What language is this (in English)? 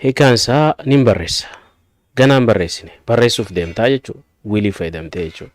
Oromo